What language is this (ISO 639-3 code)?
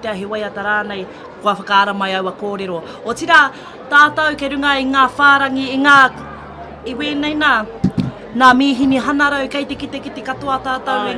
mri